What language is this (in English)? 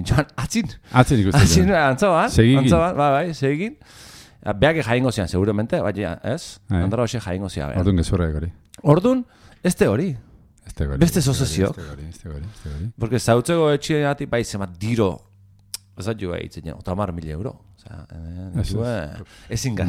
Basque